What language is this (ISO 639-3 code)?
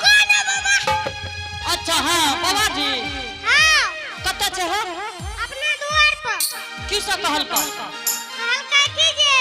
anp